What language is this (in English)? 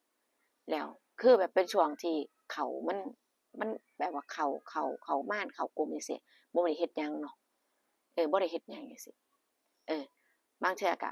Northeastern Thai